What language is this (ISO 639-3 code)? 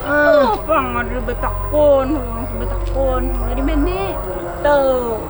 bjn